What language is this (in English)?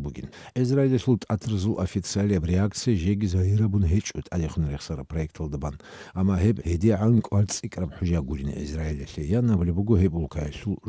Avaric